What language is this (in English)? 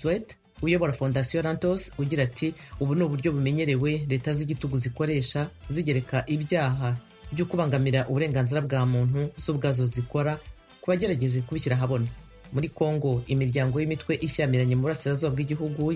Kinyarwanda